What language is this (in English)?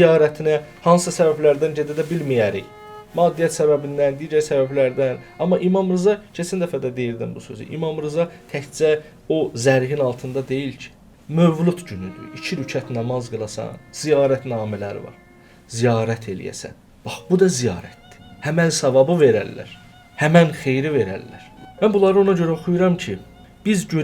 Azerbaijani